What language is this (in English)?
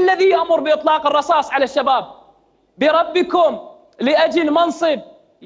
Mesopotamian Arabic